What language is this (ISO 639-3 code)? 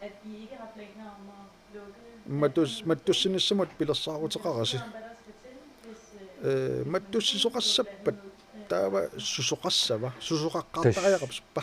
kal